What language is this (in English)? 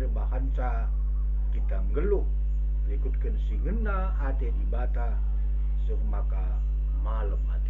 Batak Karo